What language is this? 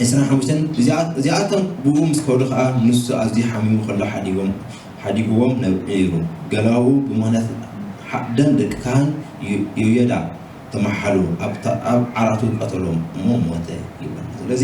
Tigrinya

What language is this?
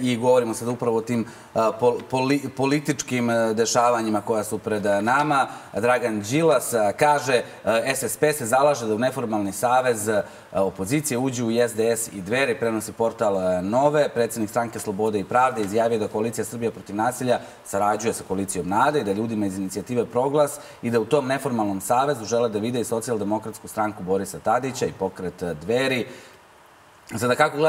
Serbian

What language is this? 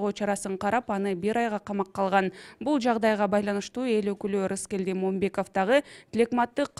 Kyrgyz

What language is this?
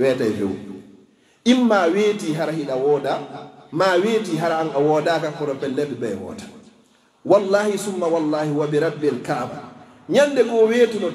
Pular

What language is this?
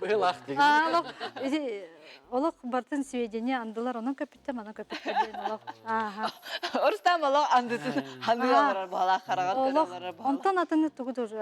Yakut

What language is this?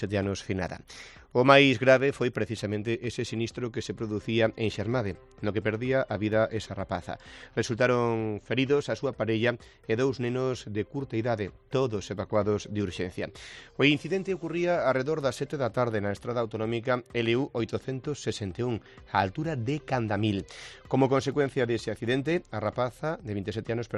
Galician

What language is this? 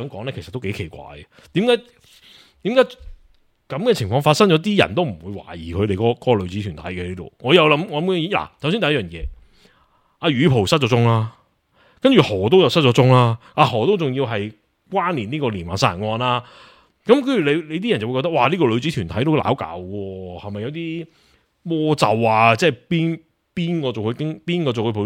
Cantonese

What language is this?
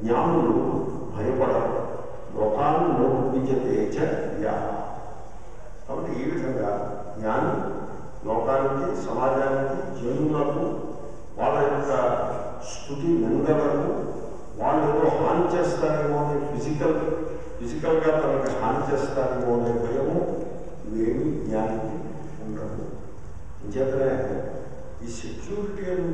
Telugu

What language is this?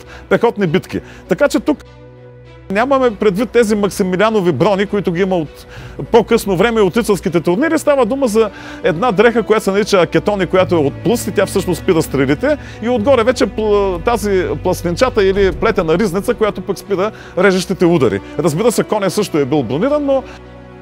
Bulgarian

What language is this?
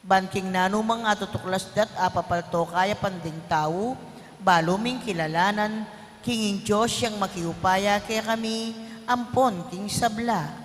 Pampanga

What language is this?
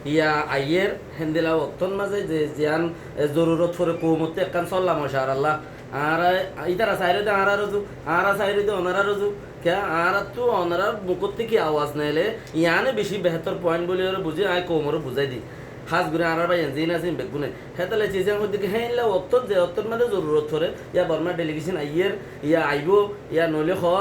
Rohingya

